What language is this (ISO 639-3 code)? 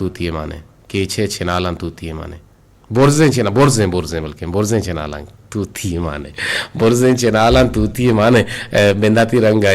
bgp